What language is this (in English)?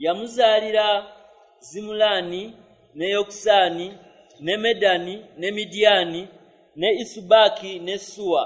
Ganda